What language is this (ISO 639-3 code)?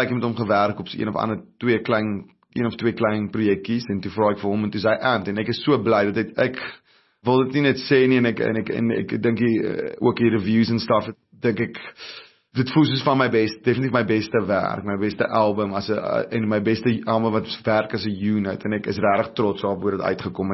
afr